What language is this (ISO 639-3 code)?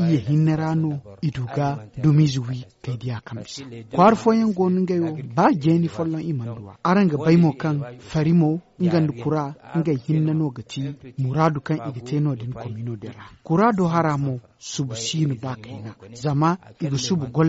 dje